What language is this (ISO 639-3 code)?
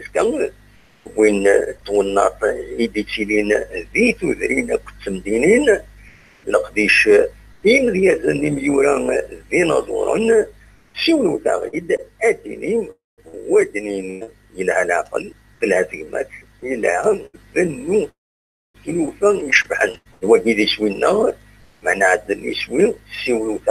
kab